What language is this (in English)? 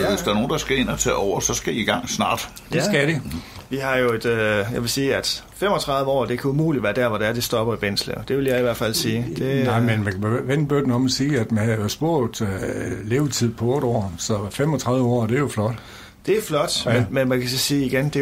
Danish